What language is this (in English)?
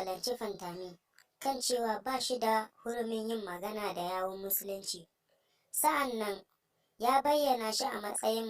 Hausa